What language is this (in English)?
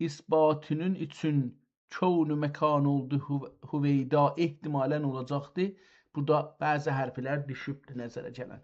South Azerbaijani